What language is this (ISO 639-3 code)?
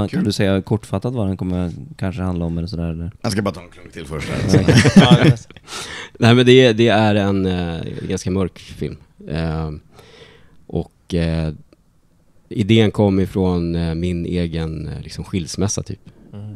swe